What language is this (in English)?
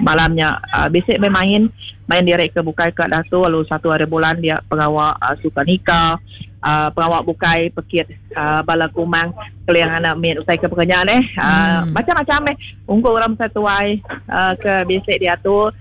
Iban